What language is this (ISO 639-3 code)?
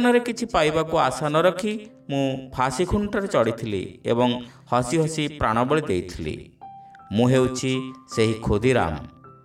ori